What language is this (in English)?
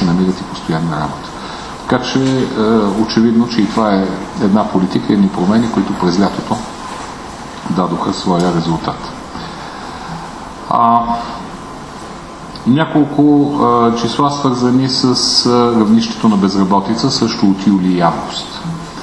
Bulgarian